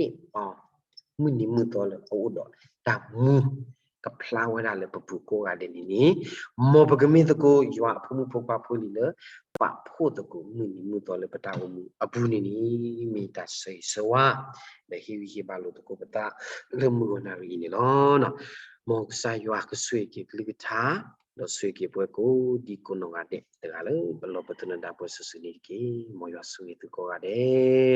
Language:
S'gaw Karen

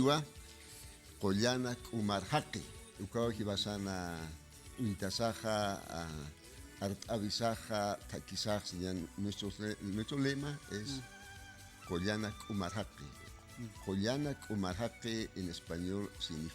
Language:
Aymara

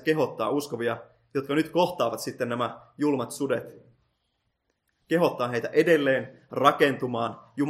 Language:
Finnish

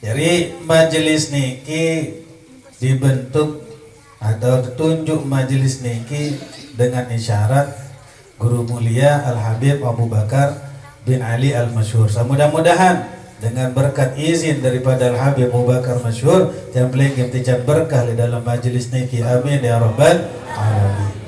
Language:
Sasak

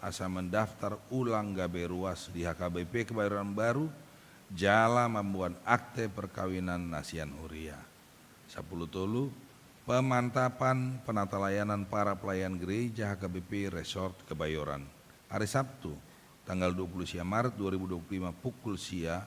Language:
Batak Toba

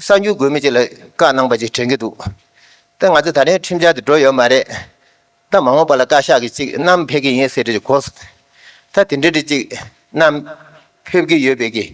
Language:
Tibetan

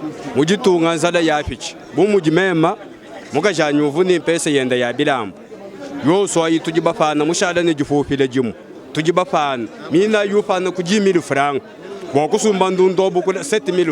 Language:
Luba-Lulua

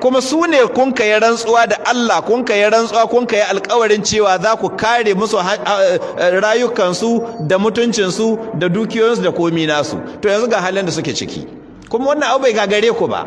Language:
Hausa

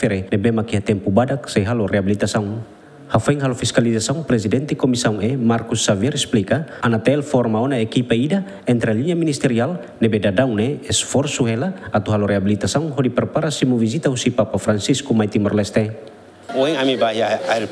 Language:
Tetum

